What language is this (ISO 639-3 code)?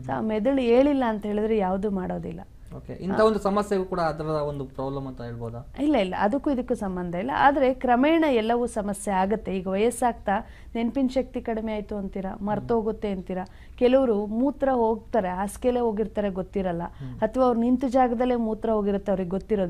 kan